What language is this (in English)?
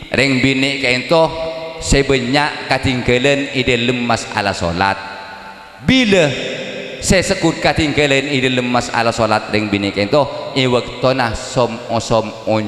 Madurese